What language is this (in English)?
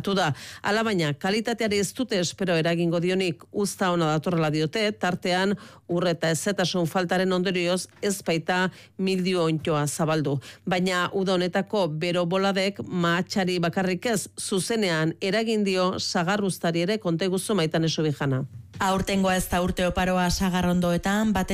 Basque